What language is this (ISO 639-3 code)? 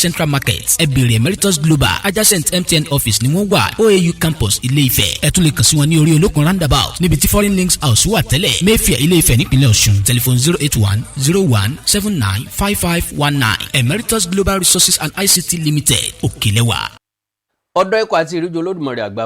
yor